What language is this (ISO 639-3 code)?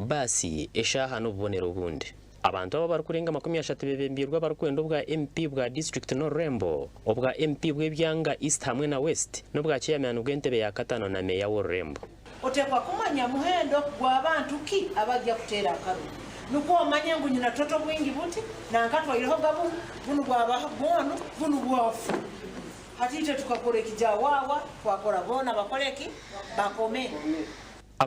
nyn